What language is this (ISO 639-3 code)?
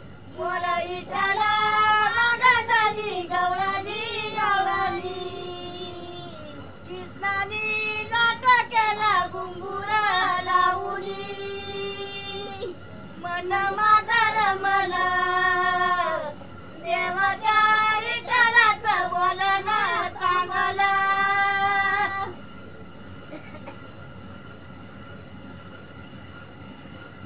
mar